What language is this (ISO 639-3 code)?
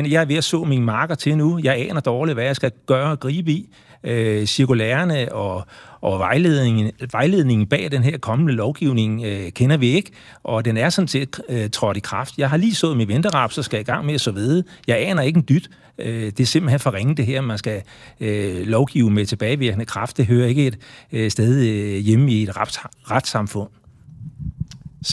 dan